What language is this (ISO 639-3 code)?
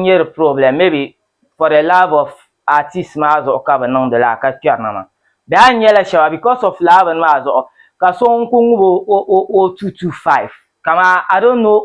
dag